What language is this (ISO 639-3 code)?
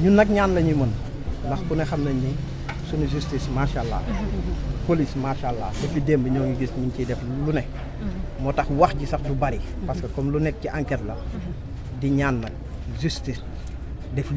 wol